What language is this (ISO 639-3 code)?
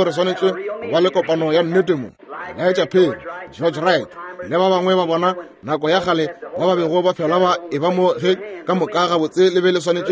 nso